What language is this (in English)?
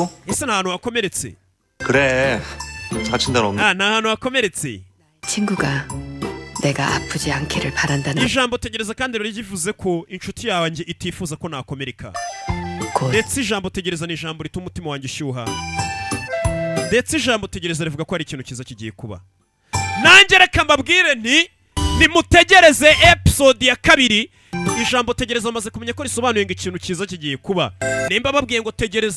Kinyarwanda